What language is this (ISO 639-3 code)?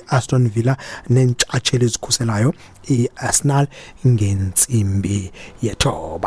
xho